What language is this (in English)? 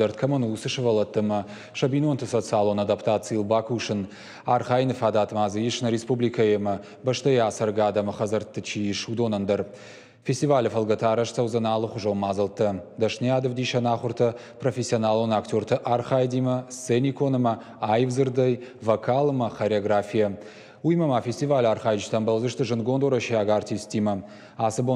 Ossetic